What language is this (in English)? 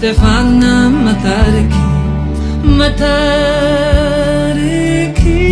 Māori